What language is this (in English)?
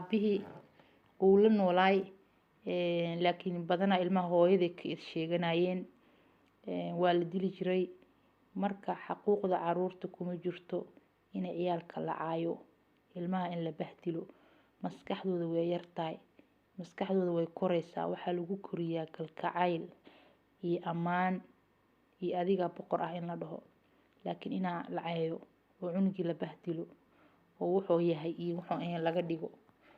Somali